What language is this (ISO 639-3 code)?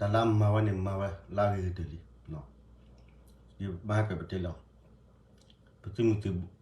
ksw